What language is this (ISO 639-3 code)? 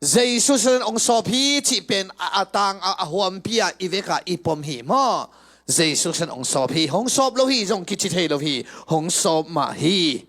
ctd